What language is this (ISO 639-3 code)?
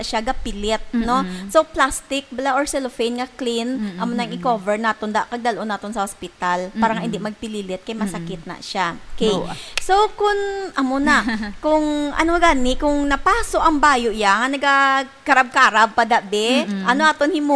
hil